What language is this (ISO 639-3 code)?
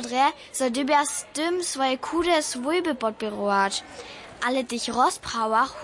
hsb